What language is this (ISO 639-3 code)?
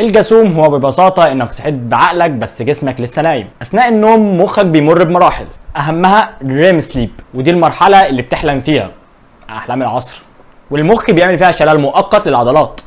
arz